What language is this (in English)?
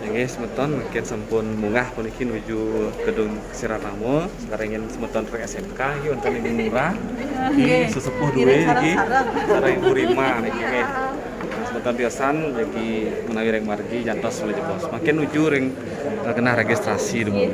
Balinese